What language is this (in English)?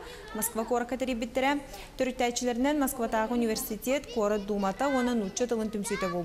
Yakut